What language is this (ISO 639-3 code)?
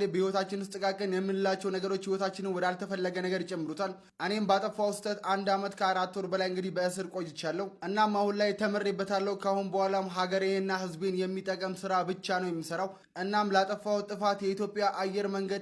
amh